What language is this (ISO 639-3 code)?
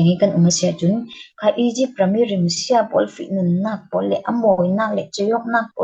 cfm